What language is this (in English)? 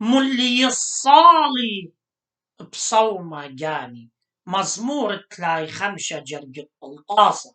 Assyrian Neo-Aramaic